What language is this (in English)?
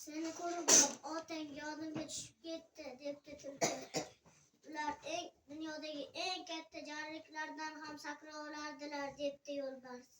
Uzbek